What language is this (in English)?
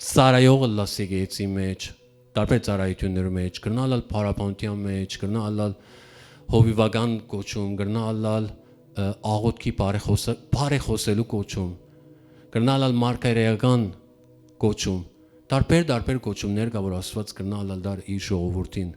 Western Armenian